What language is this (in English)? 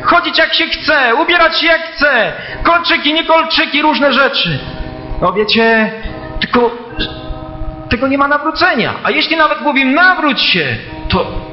Polish